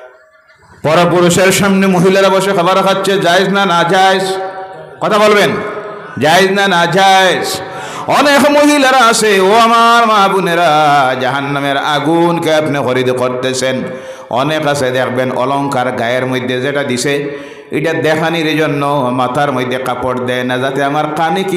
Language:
Bangla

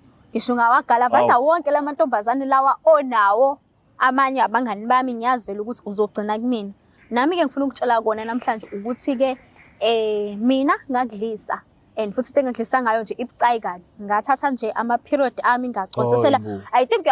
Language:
Zulu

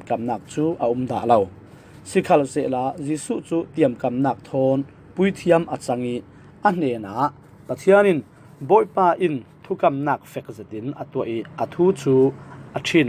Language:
Falam Chin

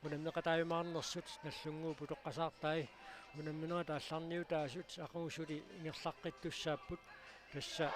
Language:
Kalaallisut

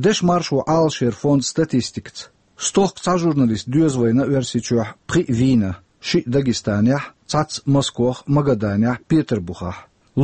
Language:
Chechen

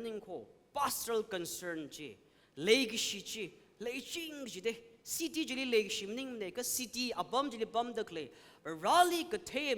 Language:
Tangkhul Naga (India)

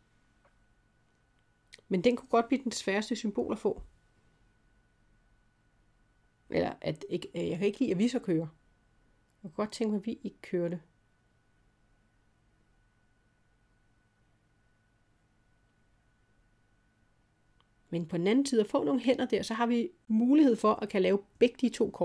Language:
Danish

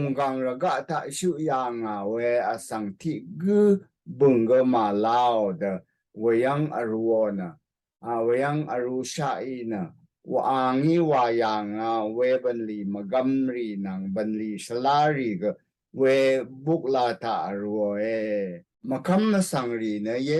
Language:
Rawang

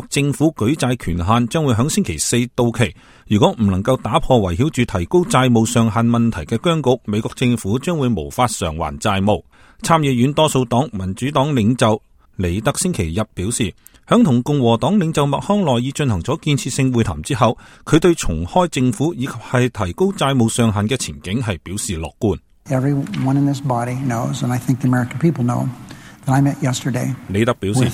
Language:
Cantonese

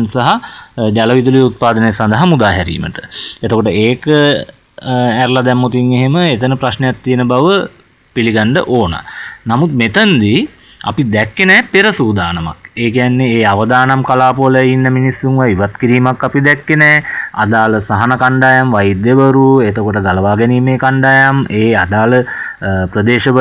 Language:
Sinhala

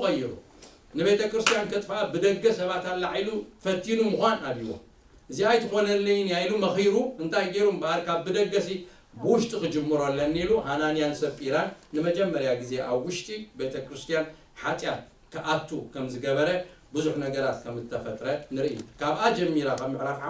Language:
Tigrinya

